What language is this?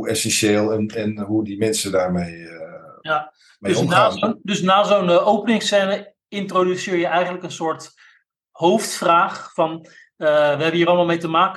Dutch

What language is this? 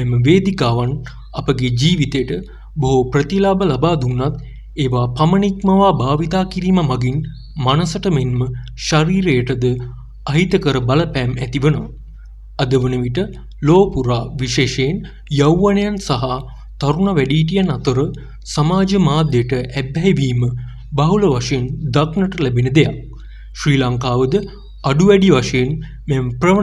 Sinhala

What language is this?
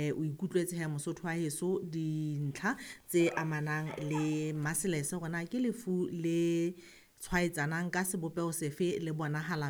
Southern Sotho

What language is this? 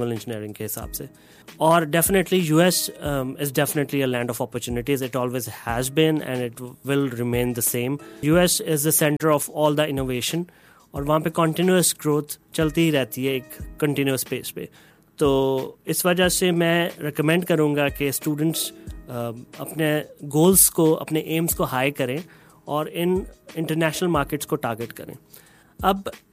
Urdu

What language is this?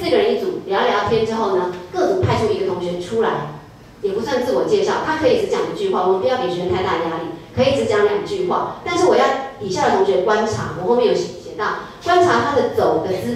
Chinese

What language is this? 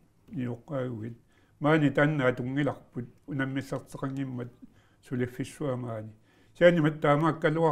Kalaallisut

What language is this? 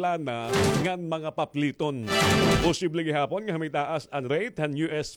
Waray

